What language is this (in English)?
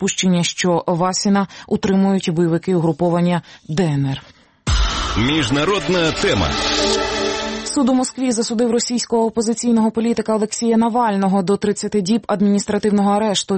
Ukrainian